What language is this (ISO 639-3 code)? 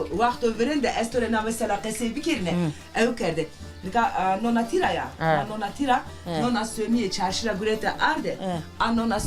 zza